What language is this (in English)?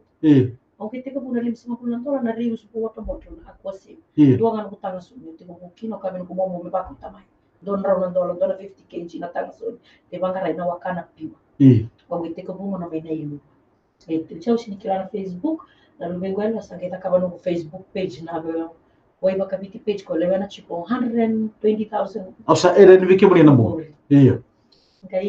Fijian